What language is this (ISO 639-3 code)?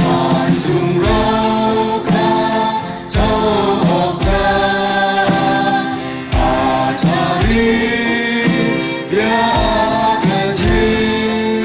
cnh